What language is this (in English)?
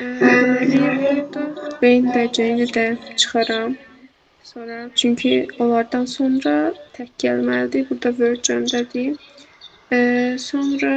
Azerbaijani